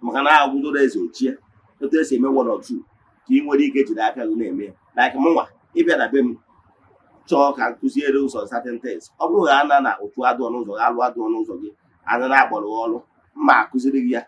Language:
Igbo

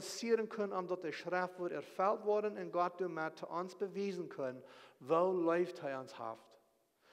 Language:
Plautdietsch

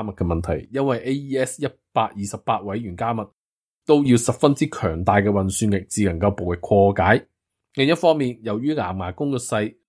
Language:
Cantonese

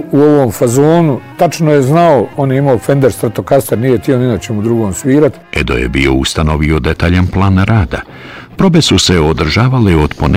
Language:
Bosnian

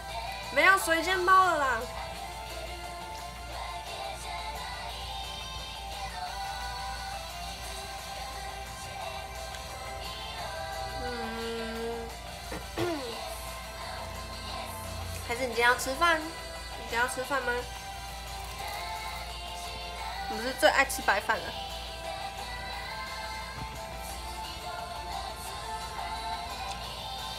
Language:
Chinese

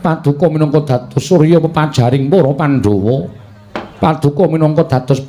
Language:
Javanese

